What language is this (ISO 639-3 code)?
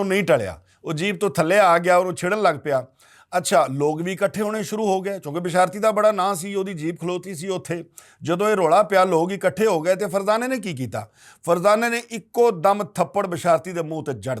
lah